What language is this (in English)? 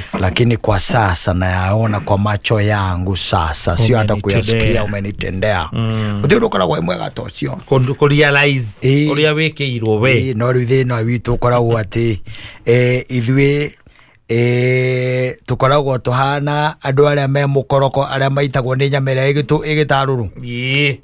Kikuyu